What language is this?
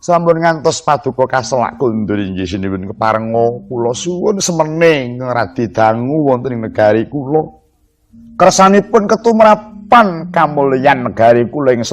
Javanese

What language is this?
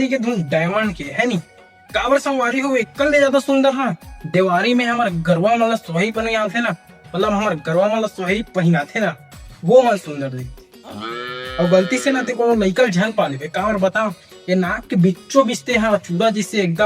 Chhattisgarhi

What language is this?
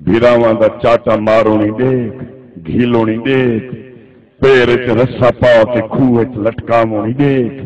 Saraiki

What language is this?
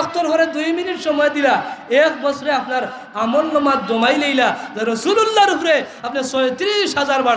Sylheti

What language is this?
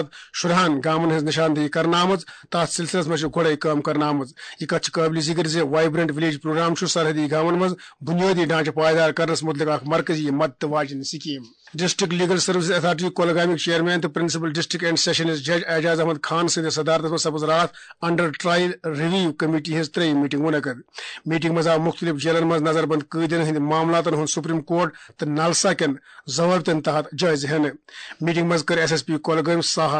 Kashmiri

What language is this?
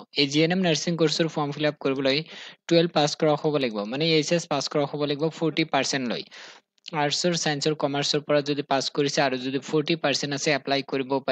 Assamese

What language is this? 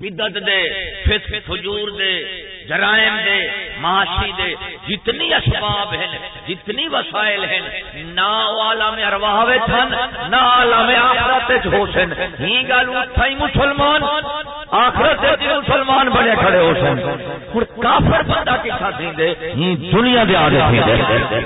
Saraiki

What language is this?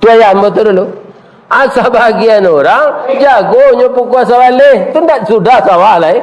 Minangkabau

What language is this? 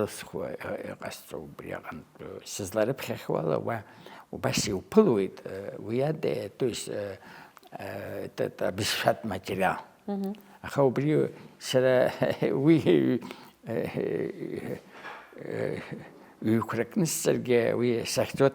Abkhazian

